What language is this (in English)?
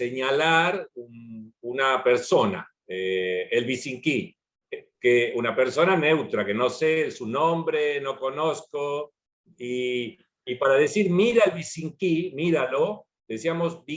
Ladino